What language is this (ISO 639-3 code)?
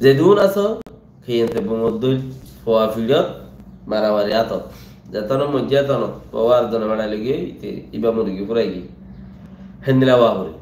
rhg